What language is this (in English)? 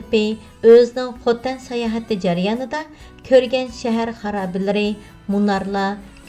Uyghur